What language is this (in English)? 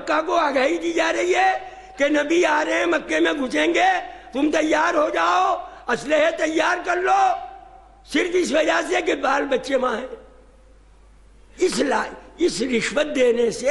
Urdu